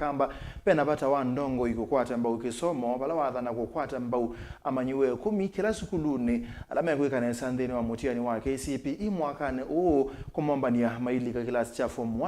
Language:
Kamba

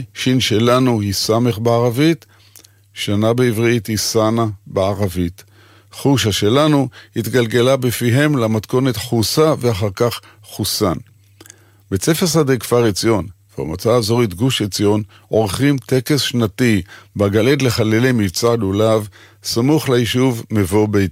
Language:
Hebrew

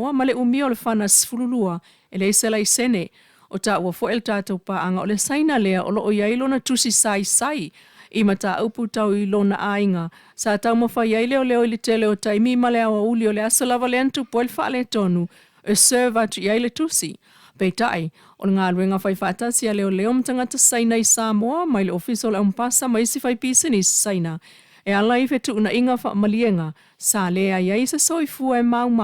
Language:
Samoan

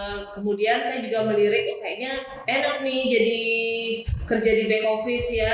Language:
Indonesian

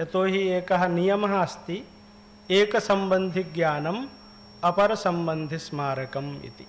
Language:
Sanskrit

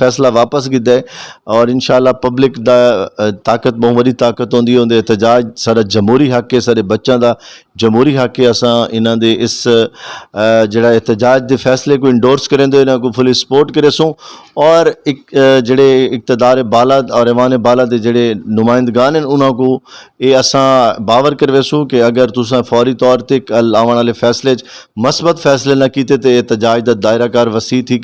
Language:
Saraiki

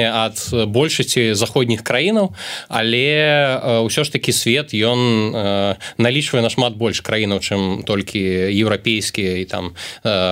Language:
Belarusian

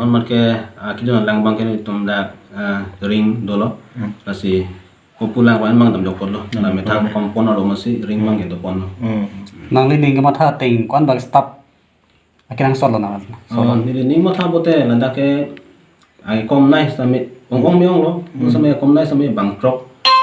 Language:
Karbi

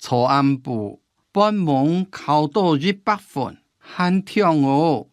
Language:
Hakka Chinese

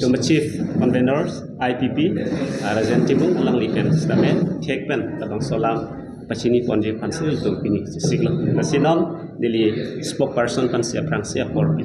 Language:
Karbi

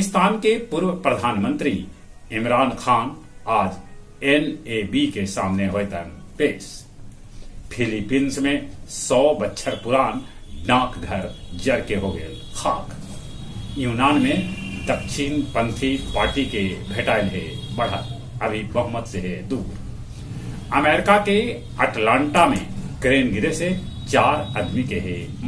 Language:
Magahi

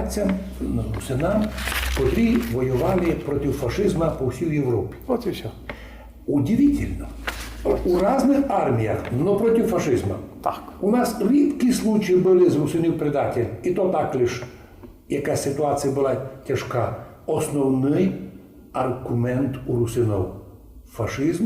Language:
Rusyn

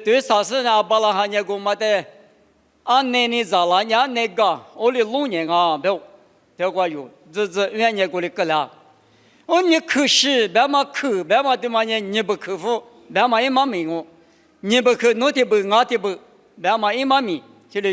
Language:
Lisu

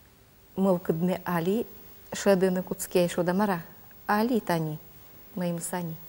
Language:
Udmurt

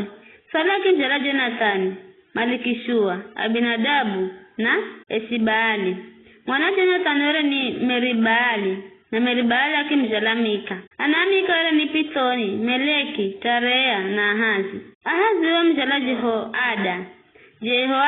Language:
Giryama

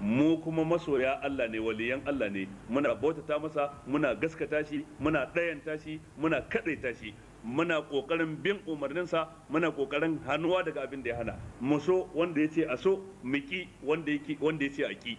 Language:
Hausa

